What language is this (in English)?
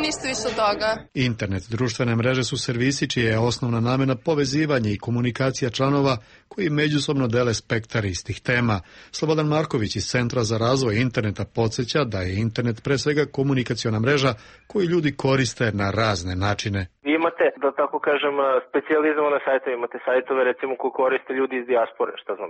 Serbian